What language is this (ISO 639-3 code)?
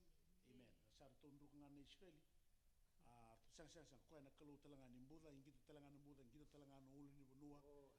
fij